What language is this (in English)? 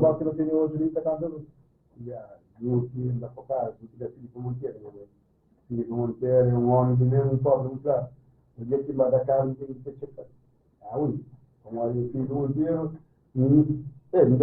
Kabuverdianu